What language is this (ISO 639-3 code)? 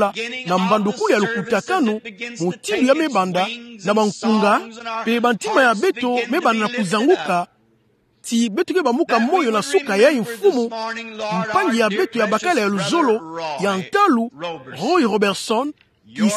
ktu